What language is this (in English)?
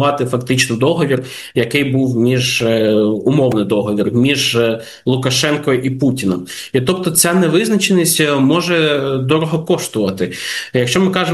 Ukrainian